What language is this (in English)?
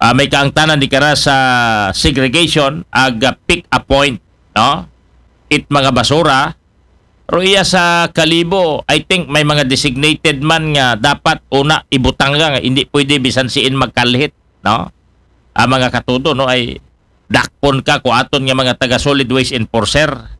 Aklanon